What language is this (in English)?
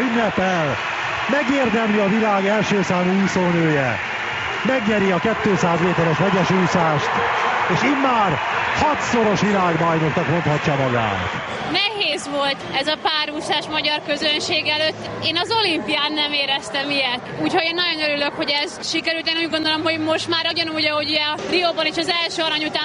Hungarian